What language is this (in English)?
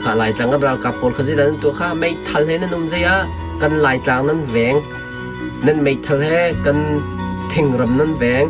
Hakha Chin